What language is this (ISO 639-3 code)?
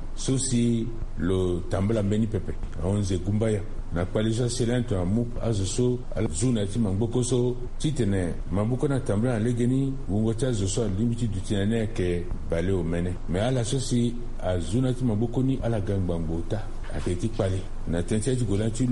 sag